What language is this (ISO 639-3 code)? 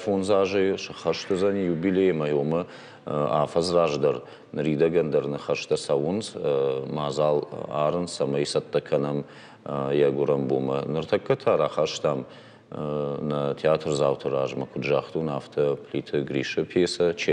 oss